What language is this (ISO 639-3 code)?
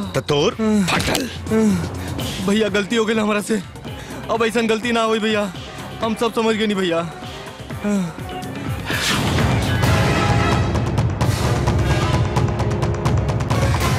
bho